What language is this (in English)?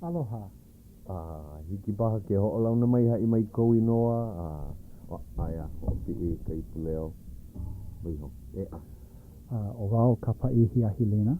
Hawaiian